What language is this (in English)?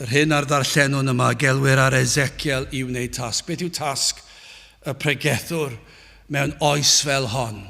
Welsh